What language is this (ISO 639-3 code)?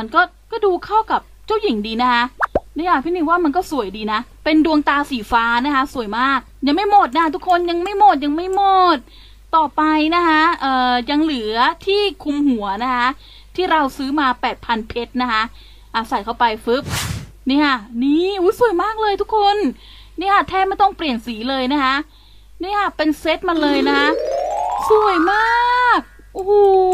tha